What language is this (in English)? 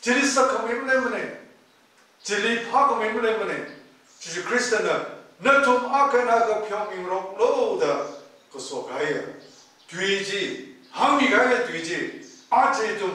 Tangkhul Naga (India)